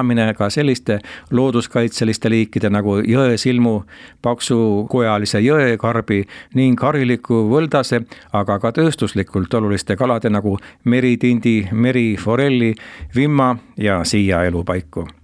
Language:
Estonian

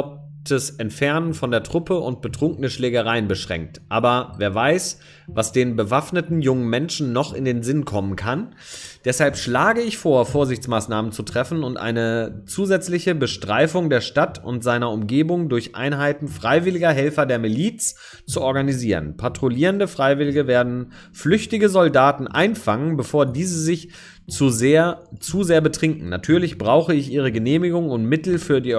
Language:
German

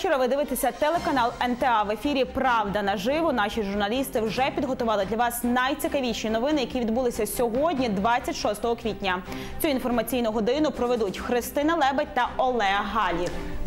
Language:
Ukrainian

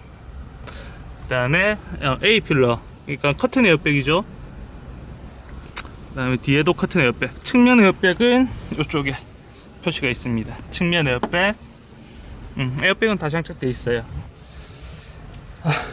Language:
Korean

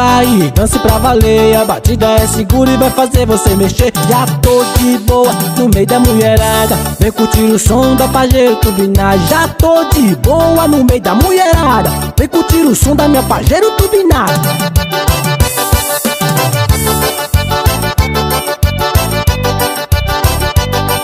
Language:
Portuguese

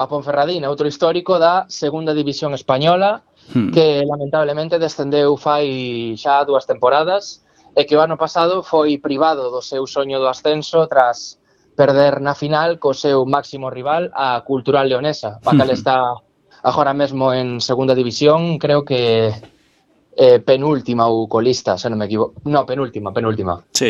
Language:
Galician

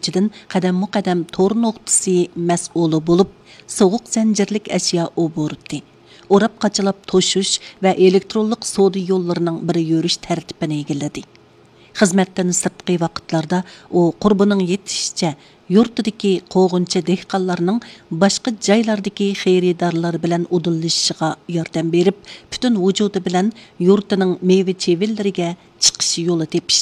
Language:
Uyghur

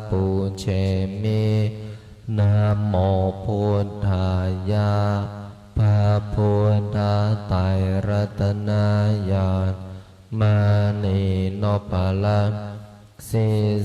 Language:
Pali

